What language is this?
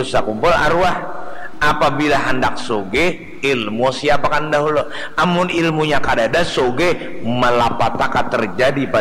Banjar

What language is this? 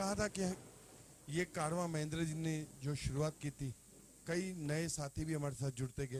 Hindi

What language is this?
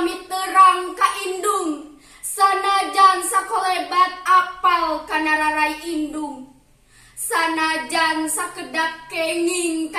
Sundanese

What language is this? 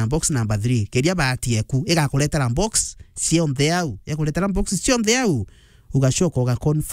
Meru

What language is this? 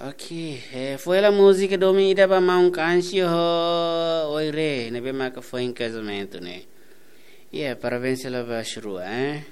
Tetum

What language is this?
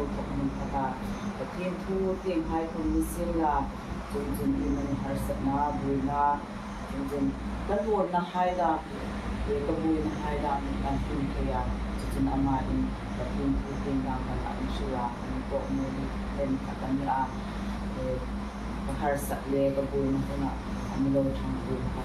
Hmar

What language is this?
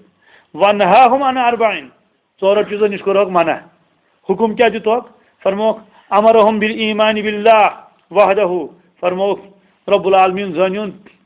Kashmiri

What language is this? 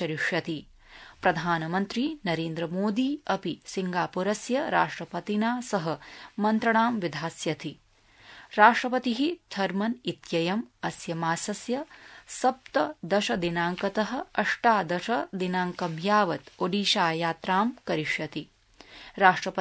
Sanskrit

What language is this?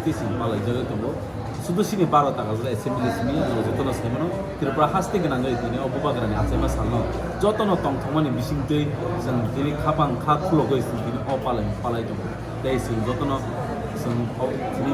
Kok Borok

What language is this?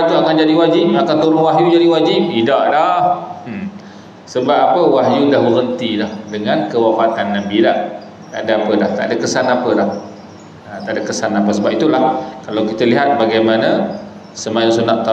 Malay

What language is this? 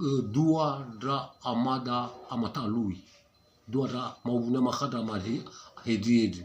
Nias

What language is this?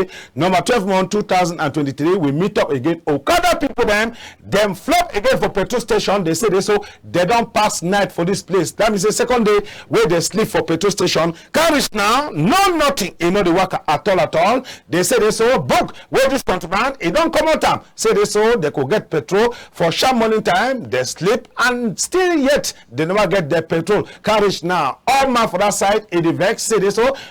Cameroon Pidgin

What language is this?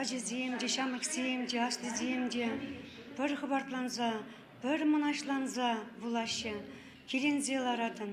Chuvash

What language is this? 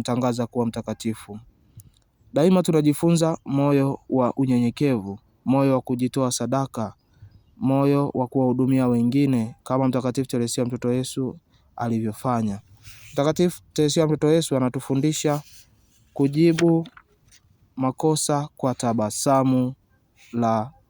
Swahili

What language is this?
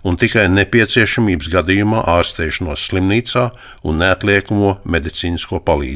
Latvian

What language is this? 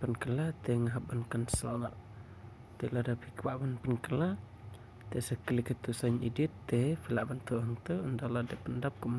Khasi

